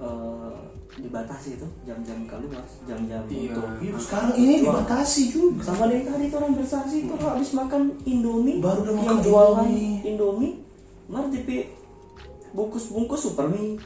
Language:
Manado Malay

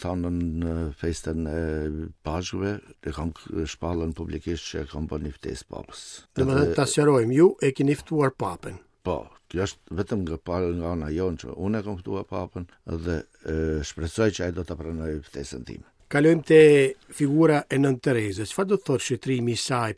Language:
Albanian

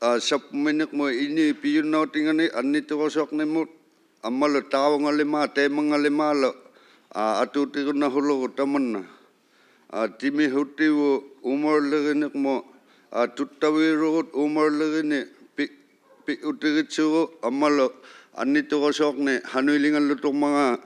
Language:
Inuktitut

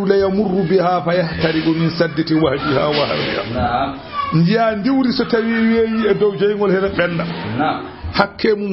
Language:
Fula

